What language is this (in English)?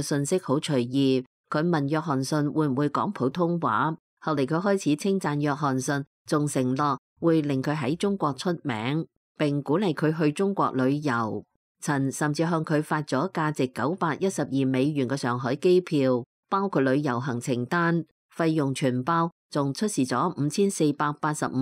Cantonese